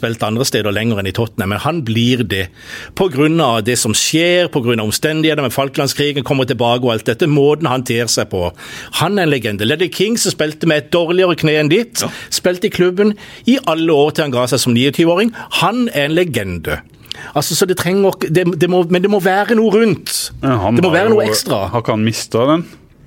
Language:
Norwegian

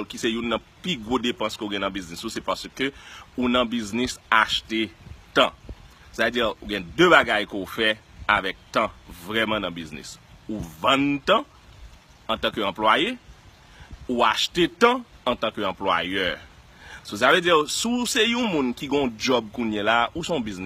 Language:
Haitian Creole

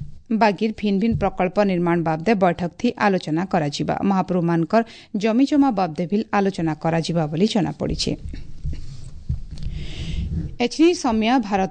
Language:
Odia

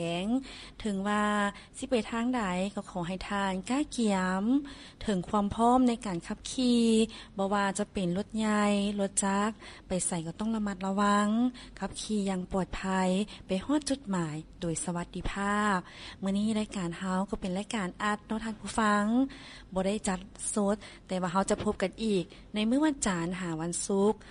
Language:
Lao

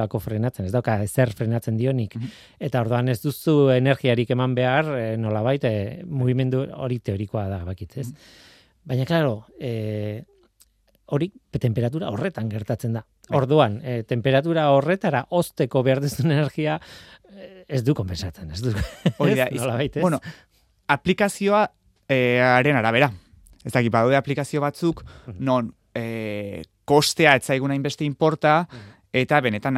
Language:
Basque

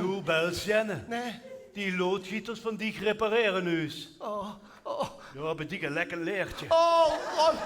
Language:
Limburgish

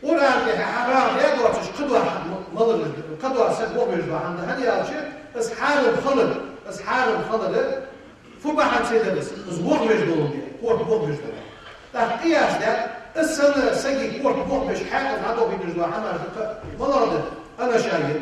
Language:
Ingush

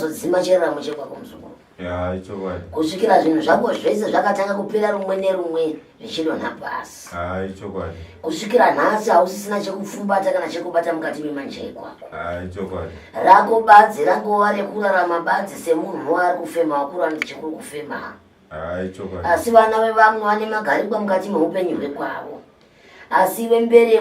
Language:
Shona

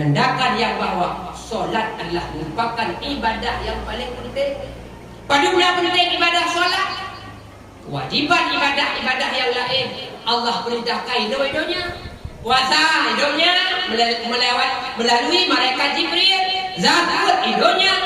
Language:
Achinese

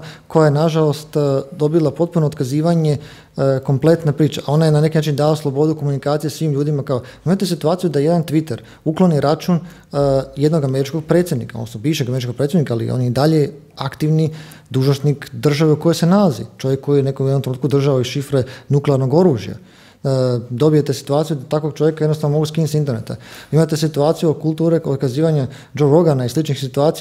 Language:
Croatian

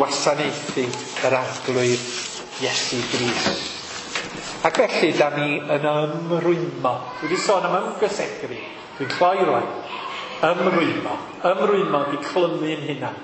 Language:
Welsh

